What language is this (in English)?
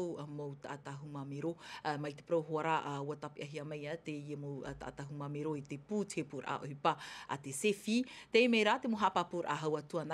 Tahitian